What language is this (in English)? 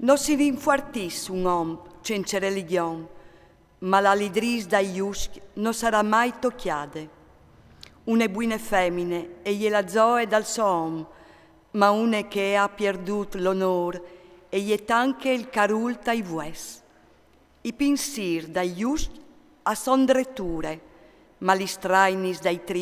Friulian